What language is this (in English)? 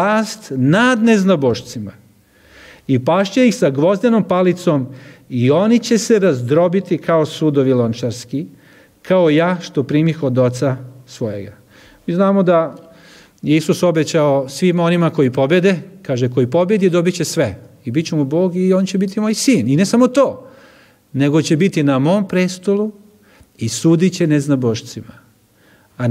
Serbian